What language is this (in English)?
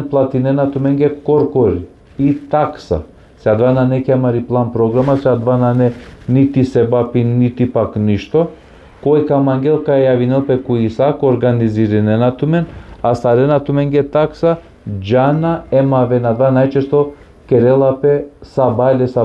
Balkan Romani